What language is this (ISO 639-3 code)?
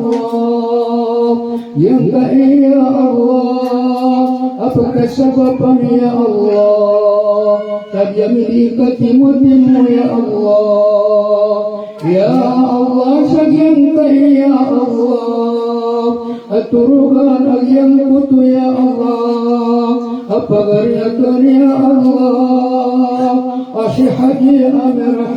mrw